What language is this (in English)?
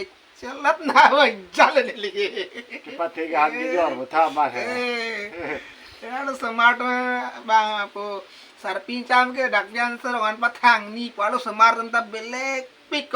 Karbi